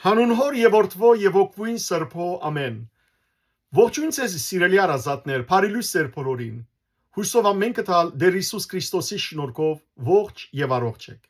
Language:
Western Armenian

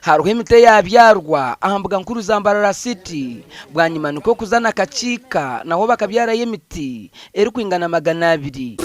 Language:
Nyankole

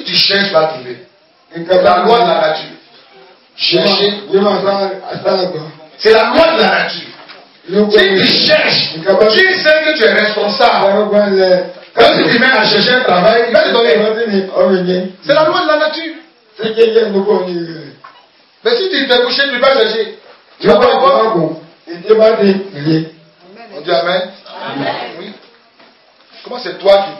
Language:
French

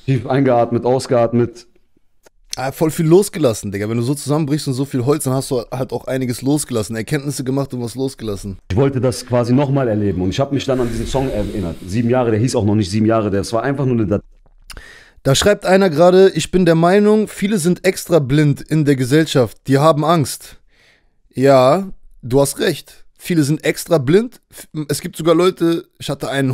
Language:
German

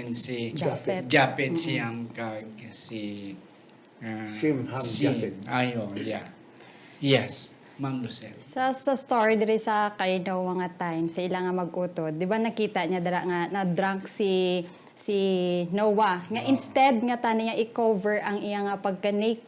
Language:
Hiligaynon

